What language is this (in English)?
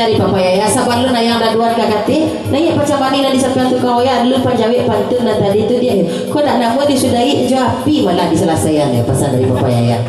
Minangkabau